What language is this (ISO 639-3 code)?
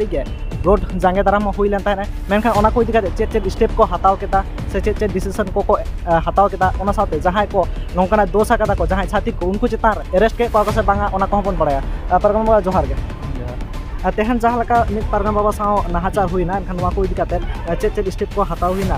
sat